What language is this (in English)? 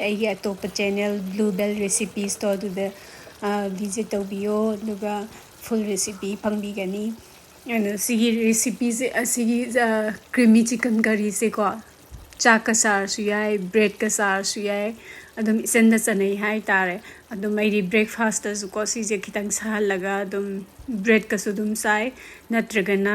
Manipuri